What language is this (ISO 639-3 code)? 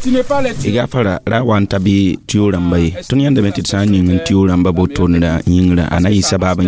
mos